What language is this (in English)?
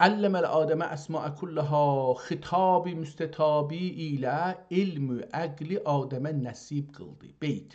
South Azerbaijani